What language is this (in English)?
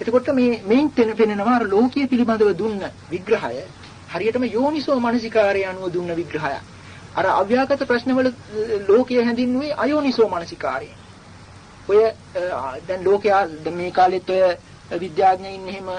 Sinhala